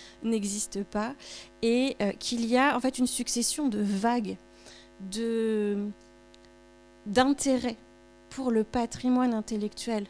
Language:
French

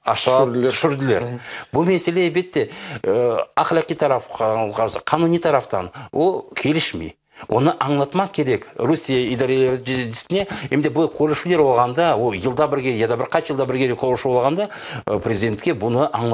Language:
Crimean Tatar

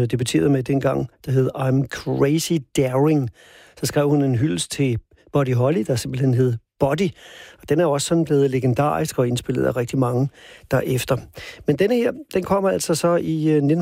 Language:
Danish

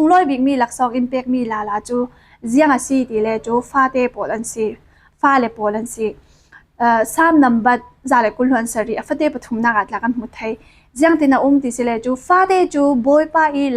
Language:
Falam Chin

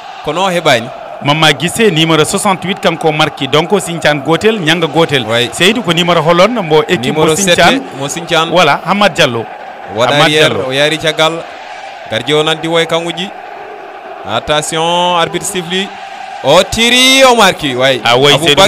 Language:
Fula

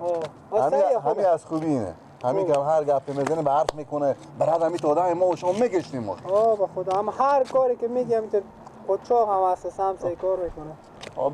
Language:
Persian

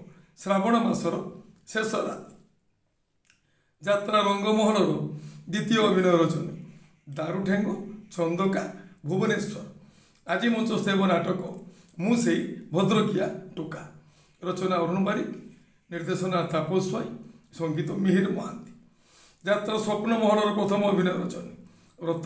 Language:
Odia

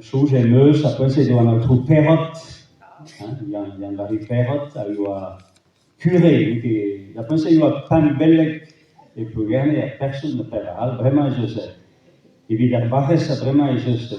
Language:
Breton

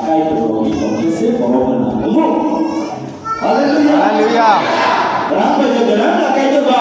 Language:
Kok Borok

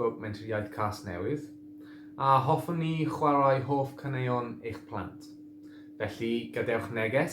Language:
Welsh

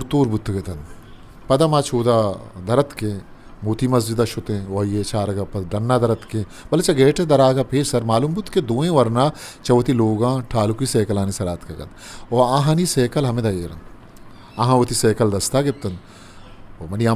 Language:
Eastern Balochi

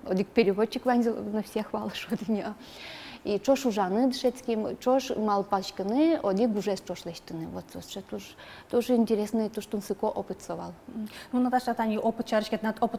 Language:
Udmurt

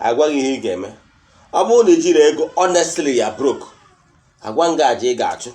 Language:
Igbo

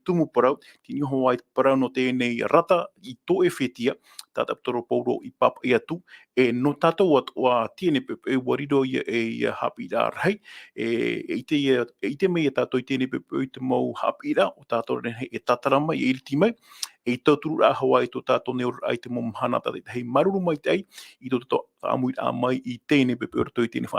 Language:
Tahitian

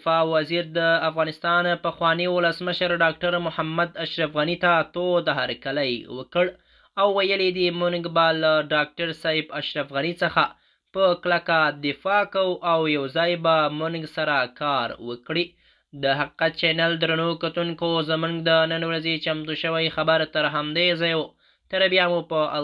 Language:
Pashto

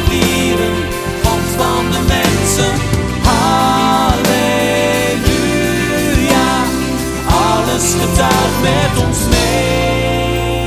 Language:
Dutch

